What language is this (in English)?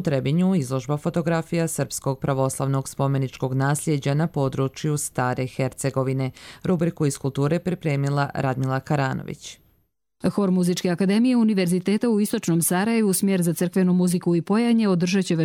Croatian